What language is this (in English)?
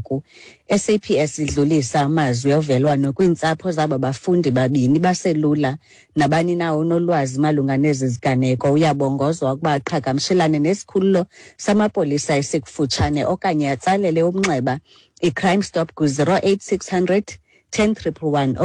Xhosa